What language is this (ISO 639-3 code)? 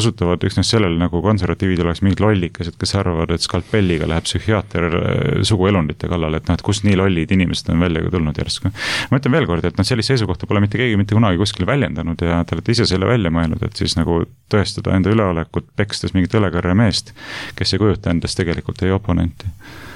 est